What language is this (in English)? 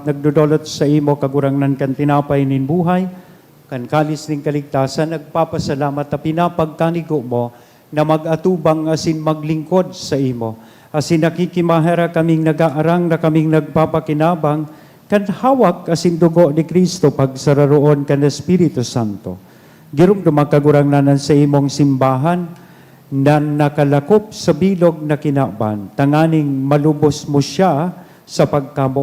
Bikol